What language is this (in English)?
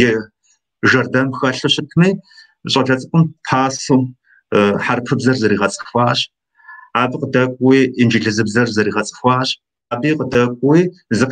Kabardian